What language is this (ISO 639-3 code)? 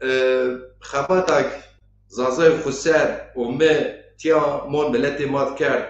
zza